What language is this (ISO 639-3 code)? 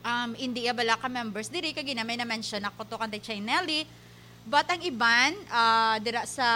hil